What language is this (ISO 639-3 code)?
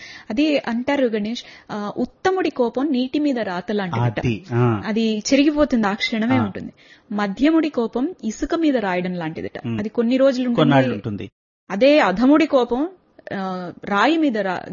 tel